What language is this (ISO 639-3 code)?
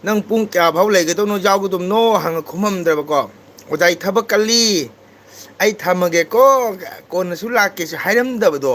mni